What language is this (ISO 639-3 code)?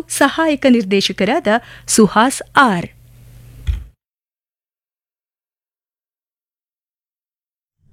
kan